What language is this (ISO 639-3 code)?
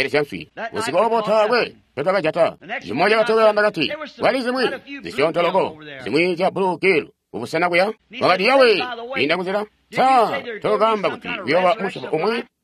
toi